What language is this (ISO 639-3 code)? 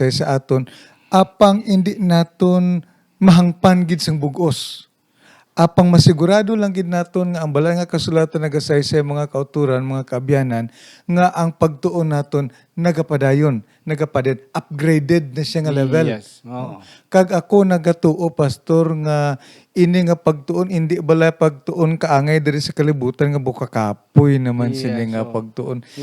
hil